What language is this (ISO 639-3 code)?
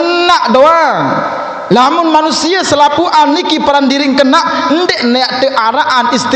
sas